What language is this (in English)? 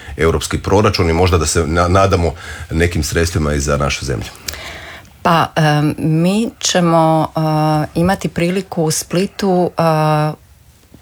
Croatian